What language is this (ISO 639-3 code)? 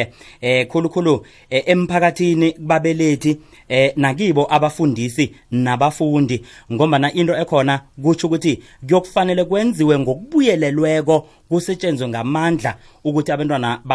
nbl